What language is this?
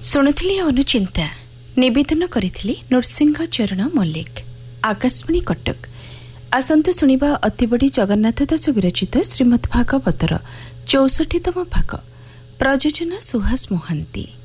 Odia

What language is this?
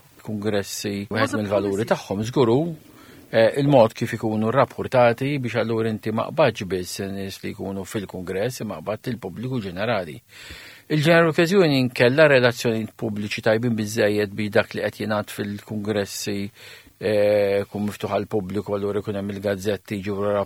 Maltese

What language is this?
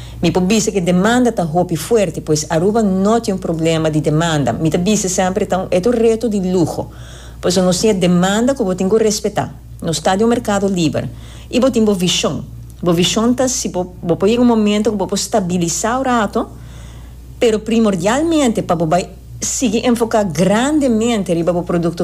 Papiamento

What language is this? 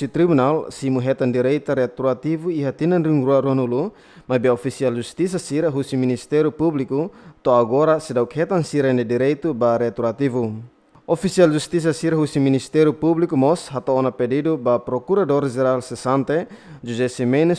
Tetum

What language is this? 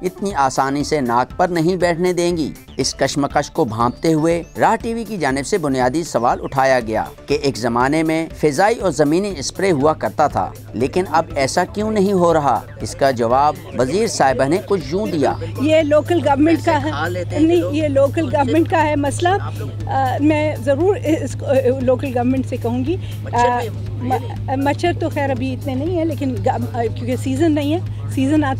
Urdu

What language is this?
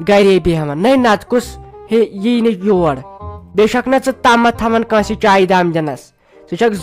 Kashmiri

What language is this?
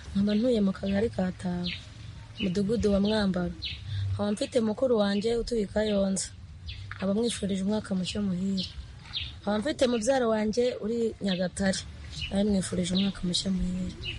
Kinyarwanda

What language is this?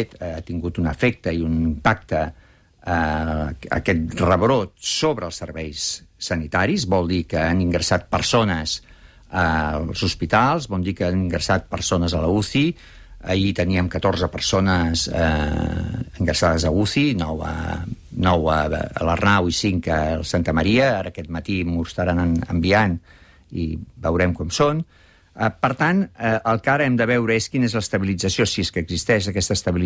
Catalan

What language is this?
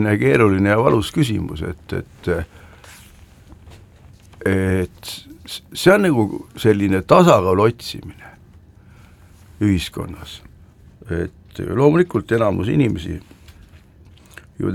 Estonian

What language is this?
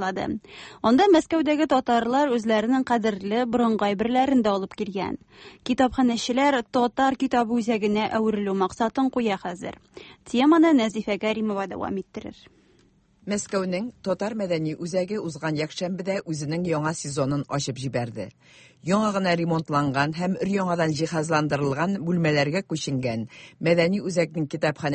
Tatar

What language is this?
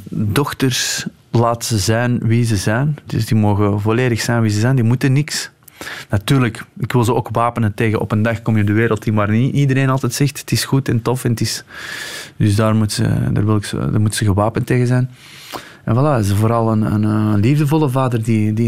Dutch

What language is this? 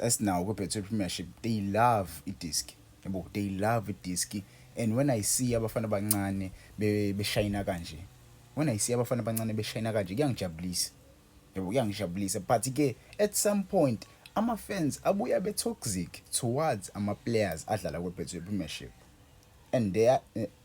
Zulu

